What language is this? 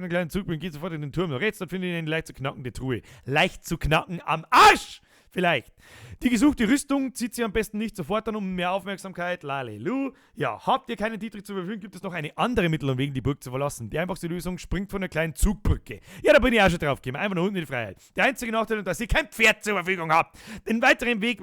Bavarian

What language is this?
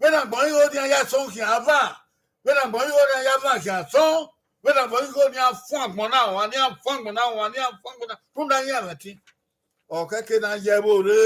Bini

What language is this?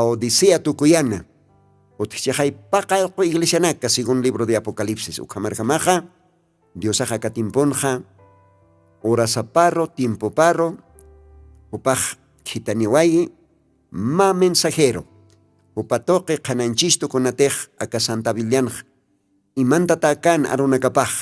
Aymara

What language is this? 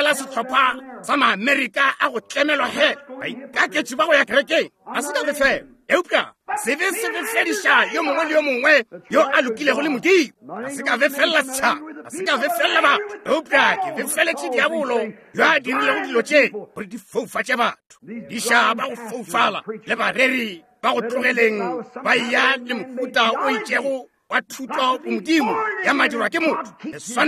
Northern Sotho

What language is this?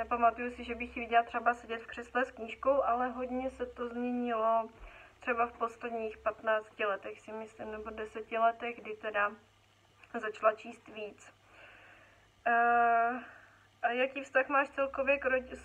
Czech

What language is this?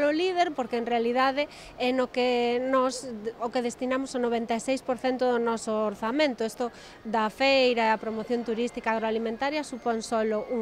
Galician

